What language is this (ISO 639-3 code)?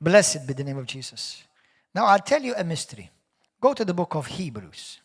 eng